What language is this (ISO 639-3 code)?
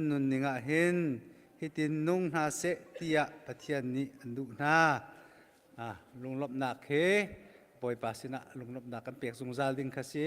cnh